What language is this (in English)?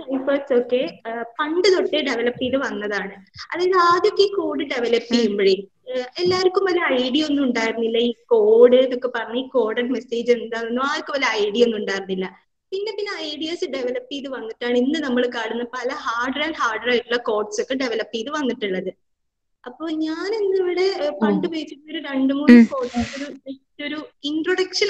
Malayalam